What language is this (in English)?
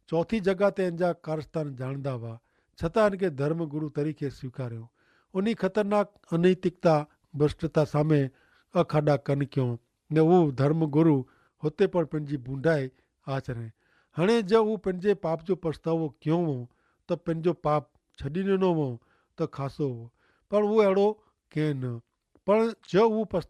Kachhi